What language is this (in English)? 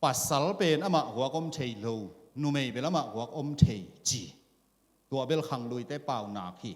Tedim Chin